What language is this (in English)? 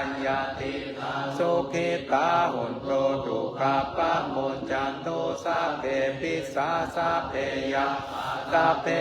Pali